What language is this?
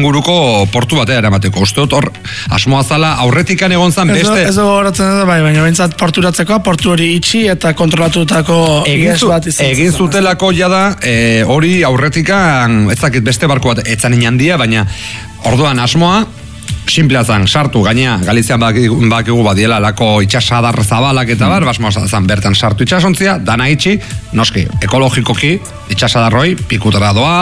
Basque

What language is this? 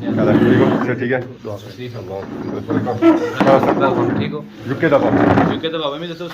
Pahari-Potwari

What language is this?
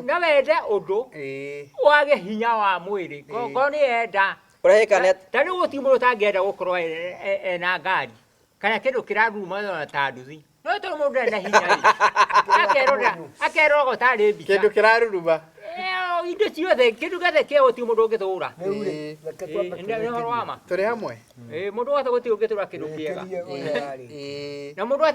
Kikuyu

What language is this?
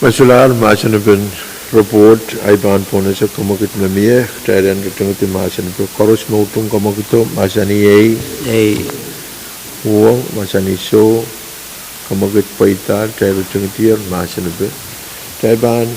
Pohnpeian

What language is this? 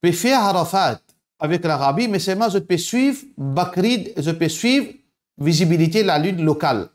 Morisyen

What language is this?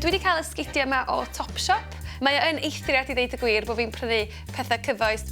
Welsh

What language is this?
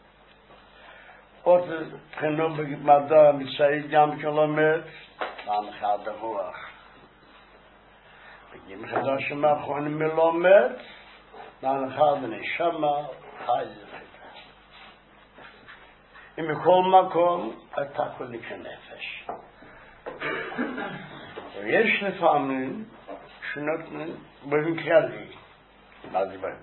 Hebrew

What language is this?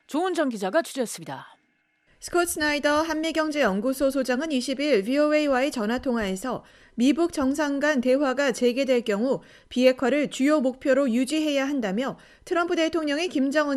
Korean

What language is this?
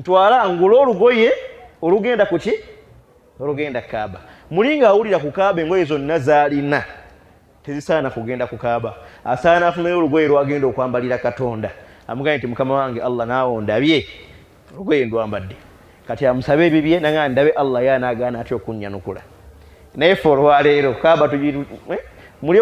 Ganda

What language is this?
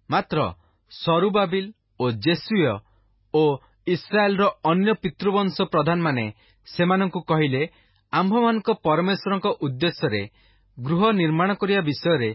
Odia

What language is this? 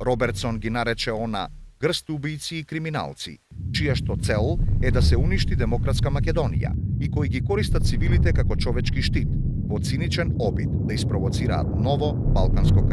Macedonian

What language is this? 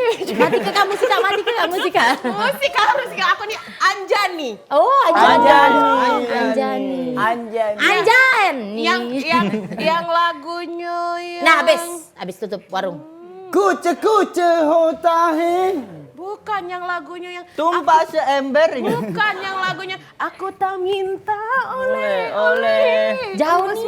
Musi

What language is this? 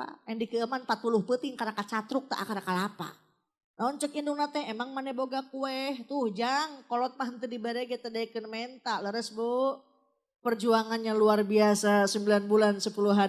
Sundanese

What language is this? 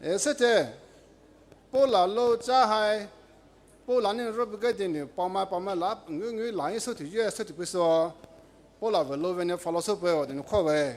Poumei Naga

